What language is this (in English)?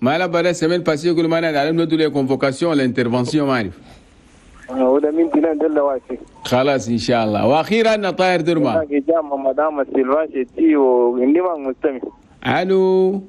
Chadian Arabic